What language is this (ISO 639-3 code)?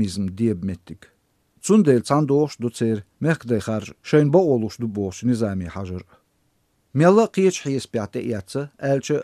che